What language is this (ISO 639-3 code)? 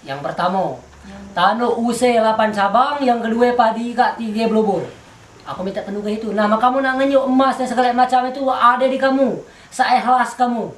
mui